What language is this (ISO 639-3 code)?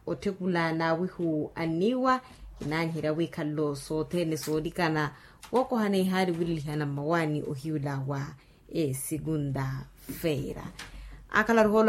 vmw